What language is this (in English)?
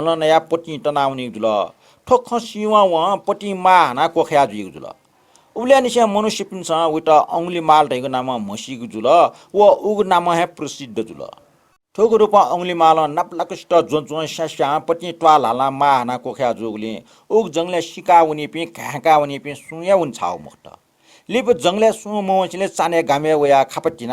Newari